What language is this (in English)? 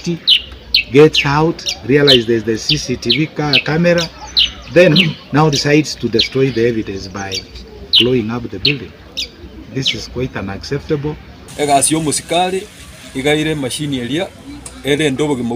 Gusii